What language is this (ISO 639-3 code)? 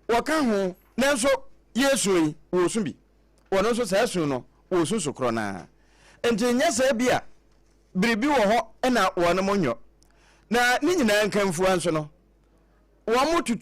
aka